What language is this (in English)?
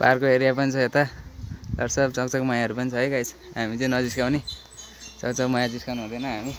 Nepali